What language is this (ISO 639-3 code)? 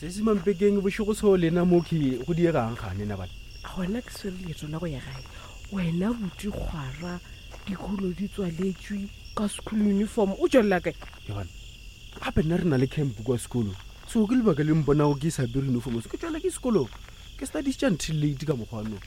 nso